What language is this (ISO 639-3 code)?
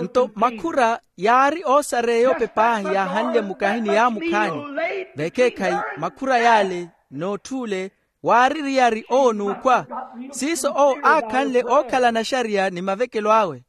vmw